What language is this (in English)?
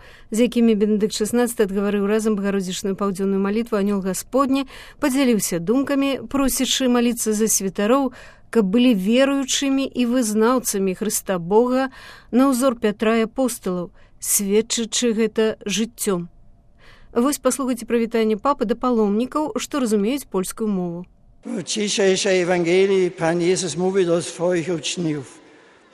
Belarusian